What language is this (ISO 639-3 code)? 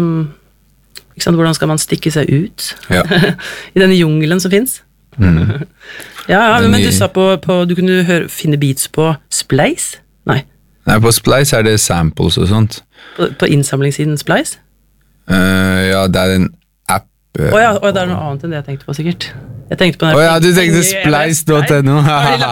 nor